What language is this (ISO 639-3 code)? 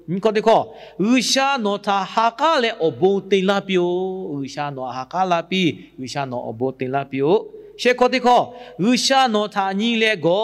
lhu